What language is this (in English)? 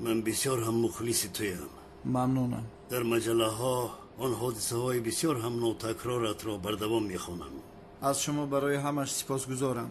Tajik